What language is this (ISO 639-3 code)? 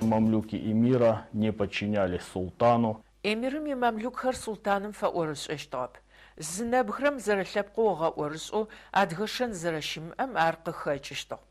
ady